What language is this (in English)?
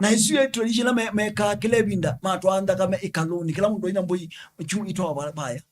Kamba